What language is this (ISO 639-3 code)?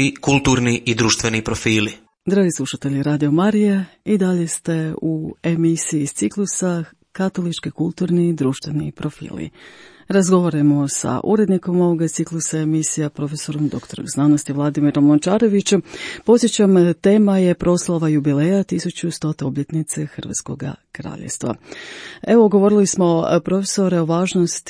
hrv